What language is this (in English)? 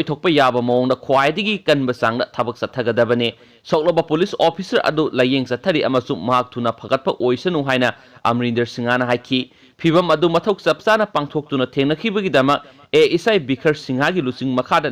Manipuri